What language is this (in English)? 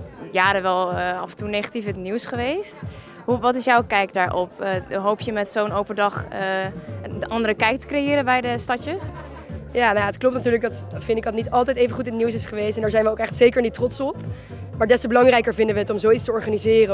Dutch